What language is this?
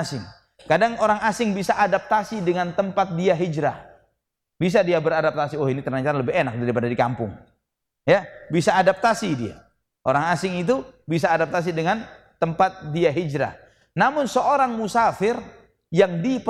Indonesian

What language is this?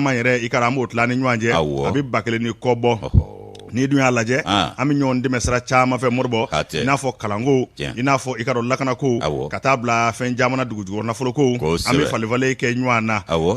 Bambara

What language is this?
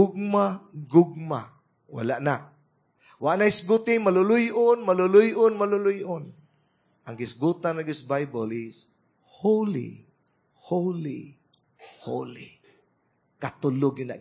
Cebuano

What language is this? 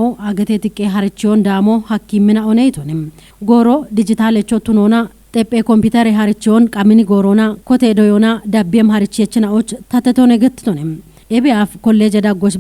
Kafa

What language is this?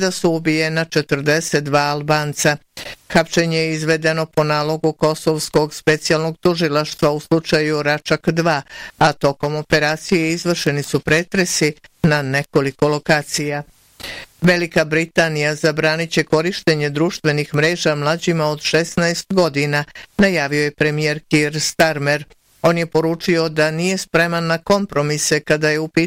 Bosnian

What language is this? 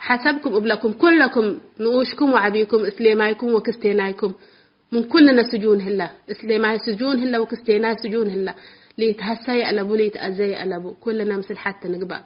Tigre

